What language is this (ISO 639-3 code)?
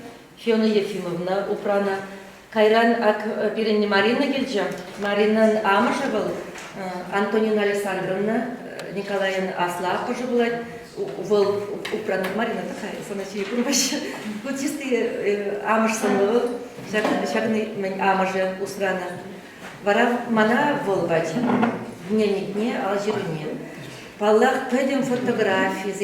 chv